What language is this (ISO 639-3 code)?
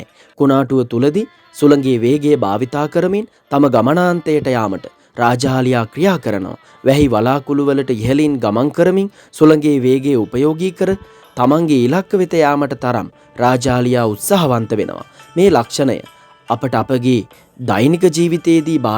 sin